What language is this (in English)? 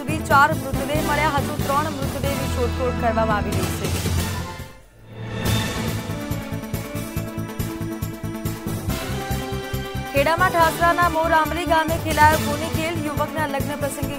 Gujarati